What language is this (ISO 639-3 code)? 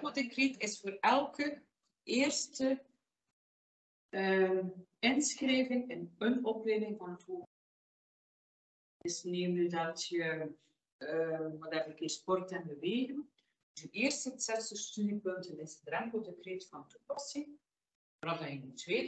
nld